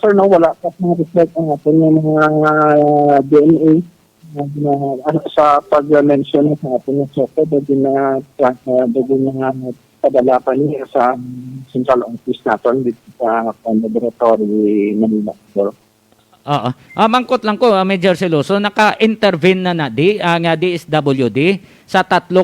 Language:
Hiligaynon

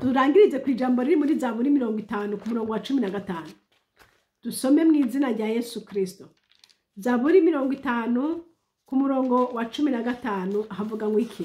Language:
Rundi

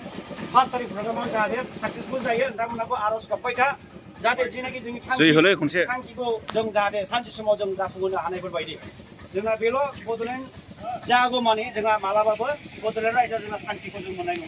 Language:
Bodo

